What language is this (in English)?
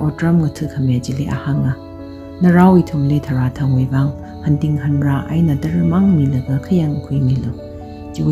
Tangkhul Naga (India)